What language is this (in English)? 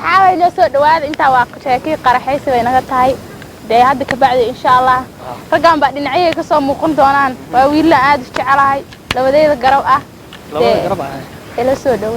Somali